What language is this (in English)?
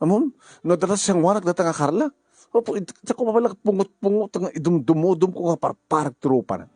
Iloko